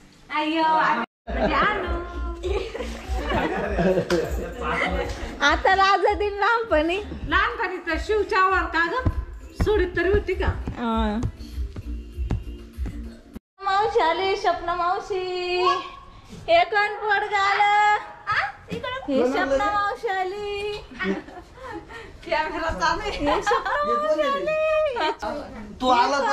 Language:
Marathi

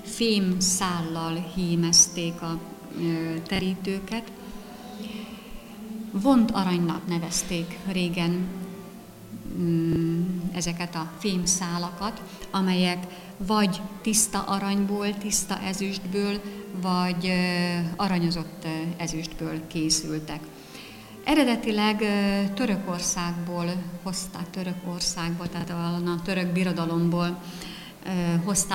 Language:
Hungarian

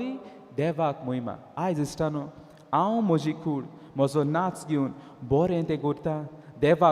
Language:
Konkani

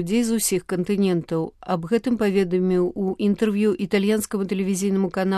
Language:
Belarusian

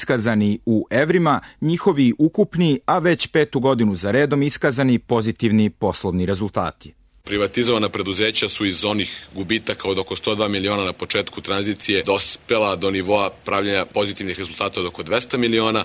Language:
Serbian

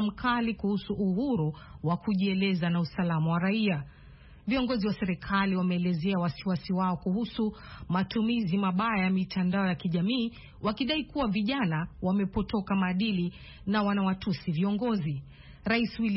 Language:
Swahili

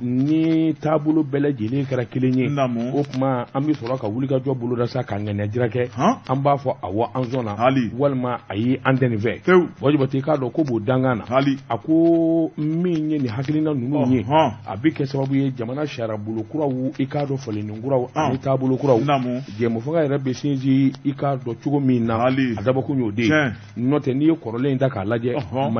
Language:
Bambara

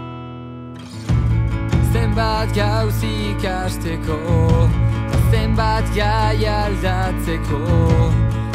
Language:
Basque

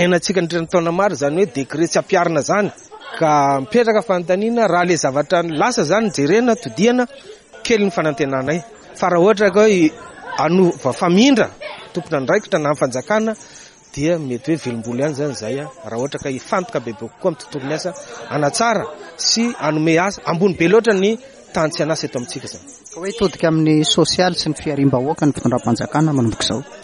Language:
Malagasy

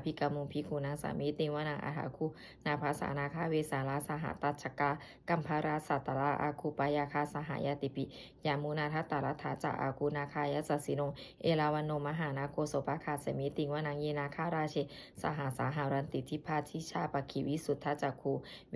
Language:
Pali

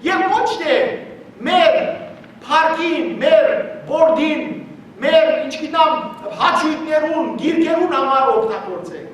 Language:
Western Armenian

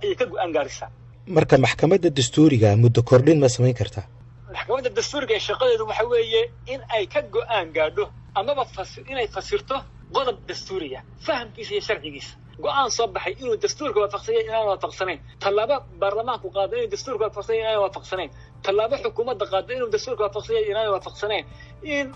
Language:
Somali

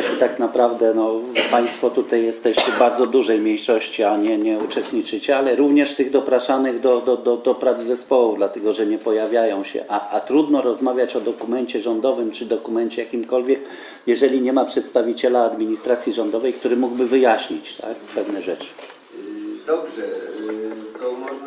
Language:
Polish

